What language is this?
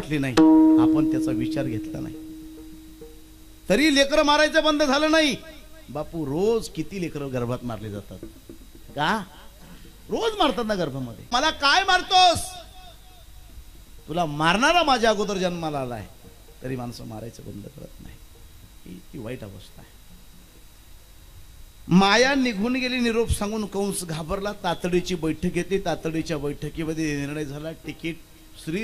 Marathi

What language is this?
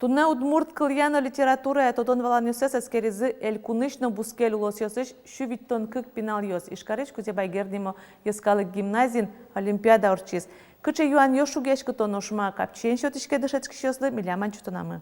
Udmurt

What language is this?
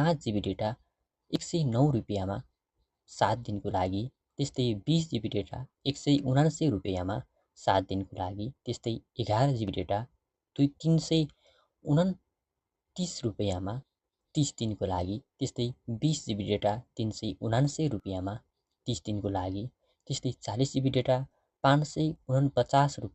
Nepali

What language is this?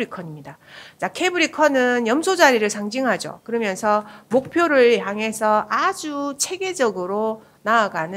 Korean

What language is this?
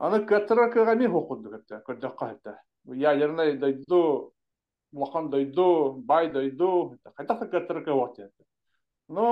Yakut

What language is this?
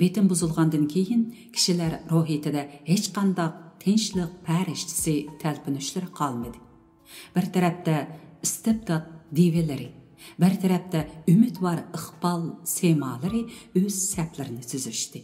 Uyghur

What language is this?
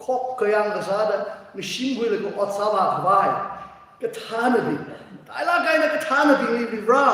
Tangkhul Naga (India)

